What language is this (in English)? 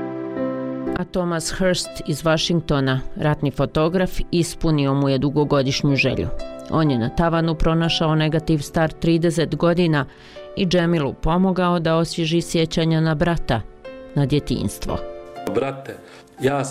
Bosnian